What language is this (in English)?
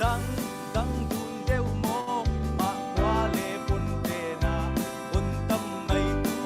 Falam Chin